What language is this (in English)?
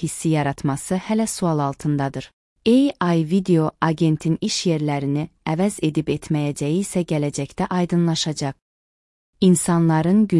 Azerbaijani